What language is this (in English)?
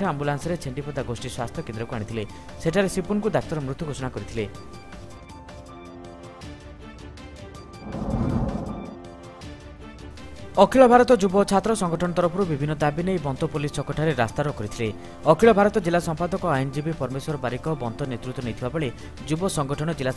Odia